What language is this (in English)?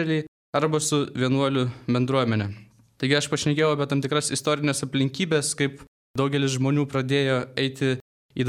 Lithuanian